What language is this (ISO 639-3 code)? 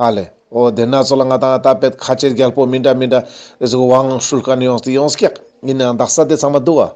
lbj